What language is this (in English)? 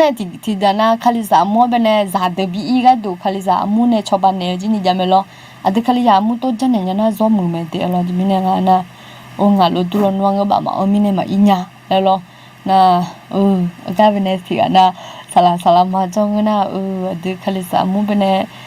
Akha